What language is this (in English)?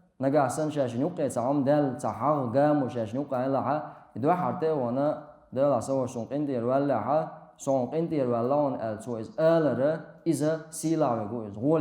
Chechen